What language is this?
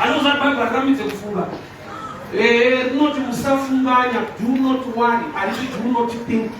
Shona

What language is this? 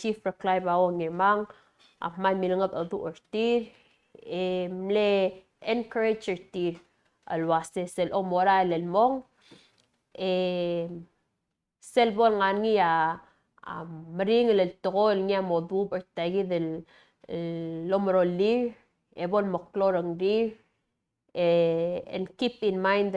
Palauan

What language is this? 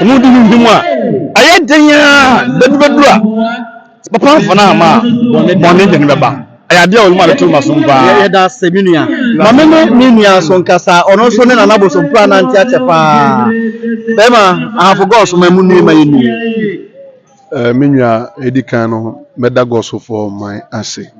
Akan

